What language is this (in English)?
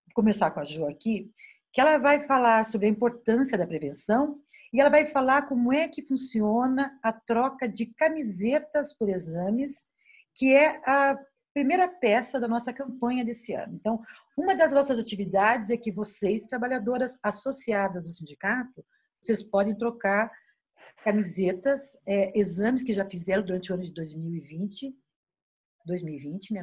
Portuguese